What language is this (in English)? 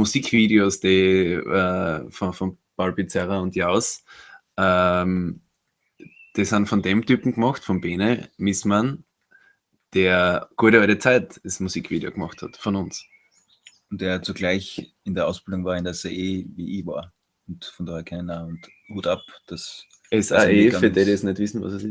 Bavarian